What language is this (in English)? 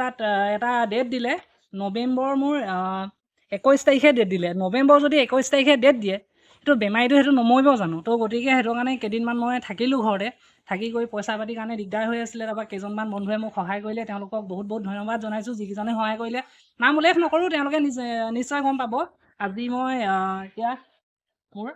Assamese